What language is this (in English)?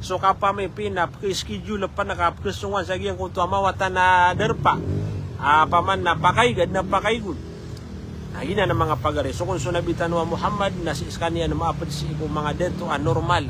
Maranao